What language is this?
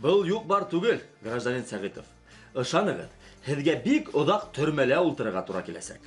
Bashkir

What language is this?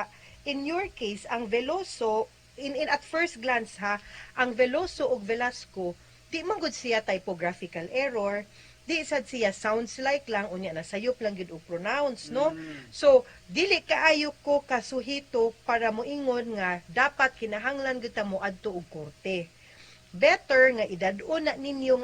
Cebuano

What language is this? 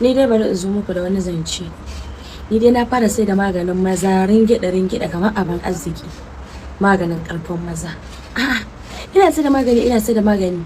Hausa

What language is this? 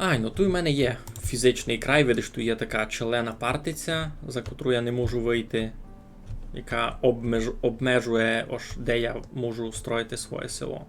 Rusyn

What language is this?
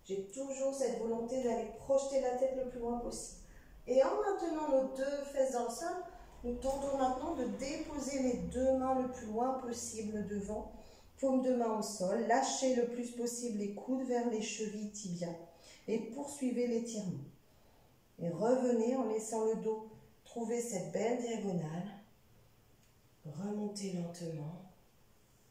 French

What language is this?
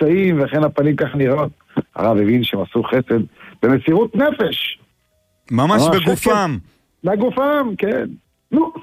Hebrew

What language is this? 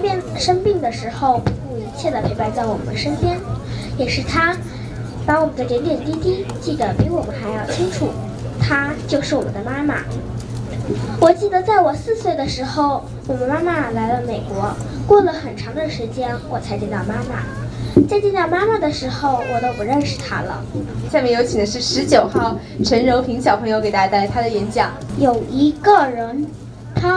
Chinese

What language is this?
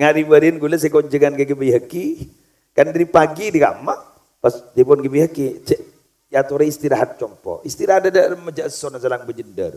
Madurese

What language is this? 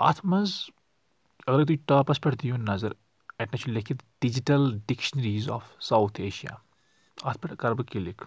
Kashmiri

